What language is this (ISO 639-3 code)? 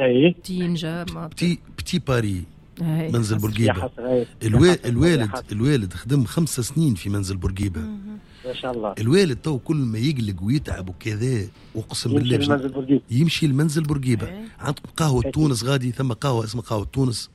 aeb